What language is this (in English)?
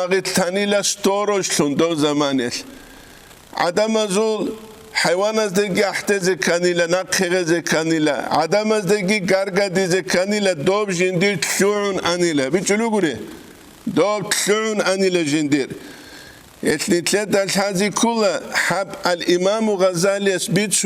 Avaric